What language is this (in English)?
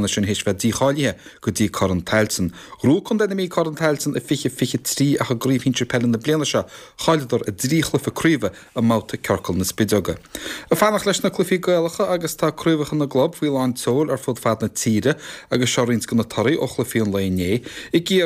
Irish